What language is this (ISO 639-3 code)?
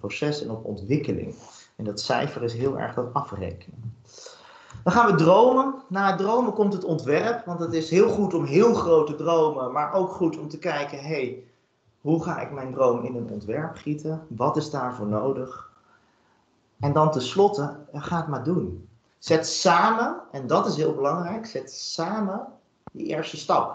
nld